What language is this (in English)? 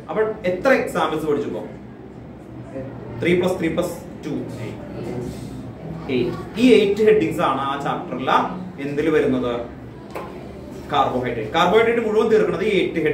Malayalam